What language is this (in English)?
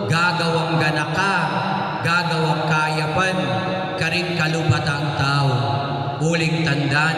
Pampanga